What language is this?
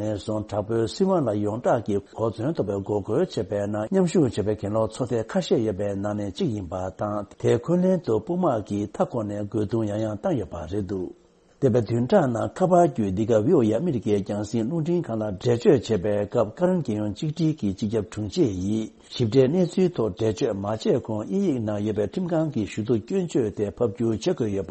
Tibetan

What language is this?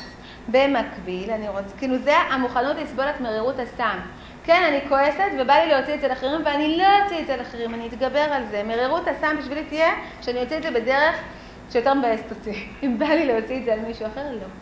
Hebrew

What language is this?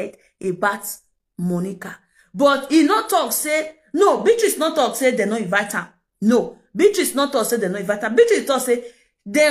Nigerian Pidgin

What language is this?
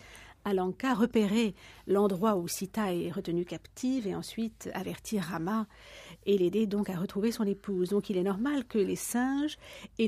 French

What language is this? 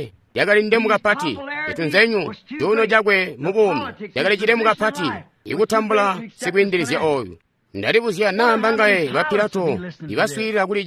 Tonga (Zambia)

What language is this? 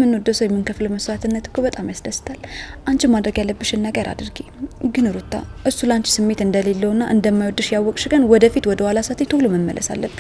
Amharic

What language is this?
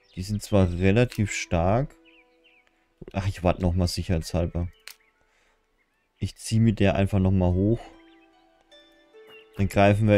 German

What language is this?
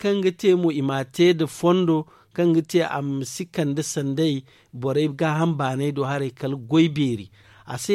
Zarma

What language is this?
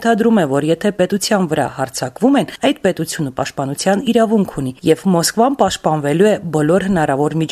Armenian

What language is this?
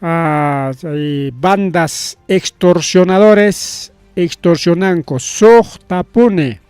Ayacucho Quechua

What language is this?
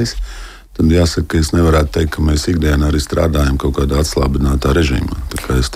Latvian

